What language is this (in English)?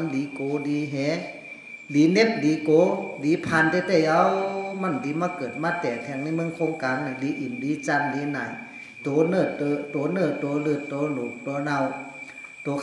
Shan